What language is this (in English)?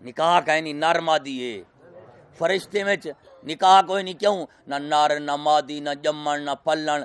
Saraiki